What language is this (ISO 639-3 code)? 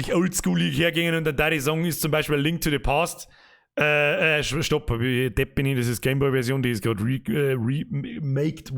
bar